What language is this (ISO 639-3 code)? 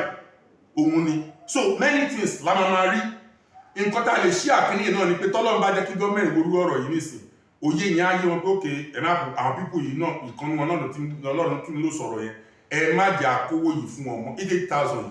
yor